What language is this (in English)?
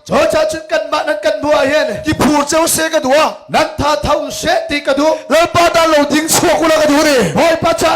Hakha Chin